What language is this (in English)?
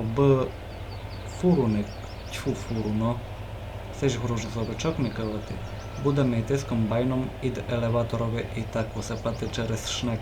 Rusyn